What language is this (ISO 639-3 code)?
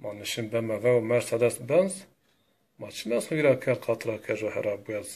zza